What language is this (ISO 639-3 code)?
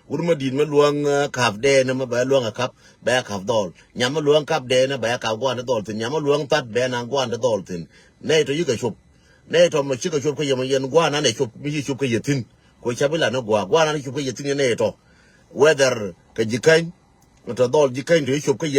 nus